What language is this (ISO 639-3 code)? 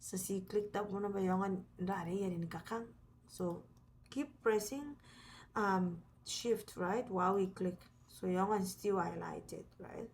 gil